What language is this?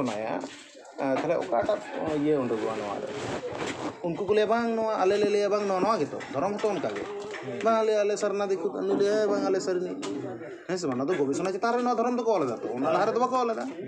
Santali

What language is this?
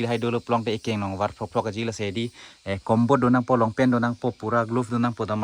Karbi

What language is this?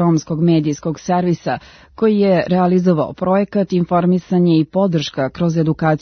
Serbian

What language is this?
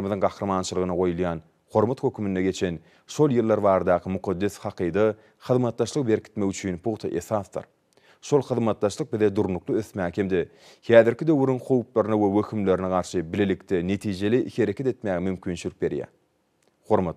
Turkmen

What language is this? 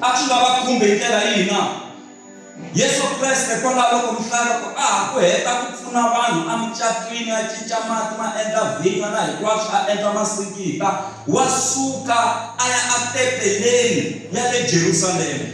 Tsonga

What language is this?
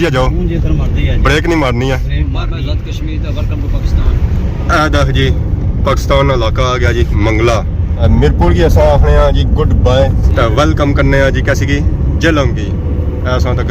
Pahari-Potwari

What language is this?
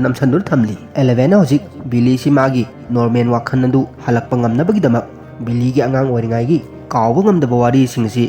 Manipuri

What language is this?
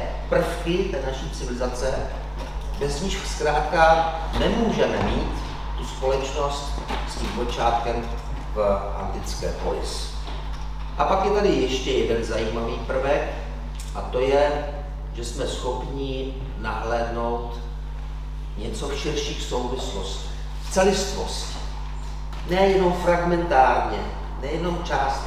Czech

